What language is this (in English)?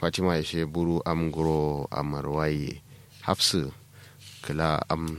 Kanuri